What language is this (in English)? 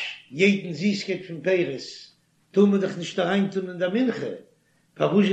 Yiddish